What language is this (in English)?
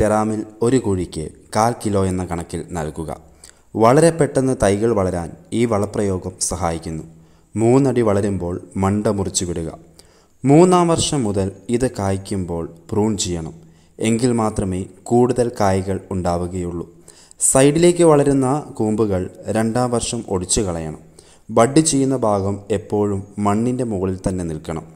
Malayalam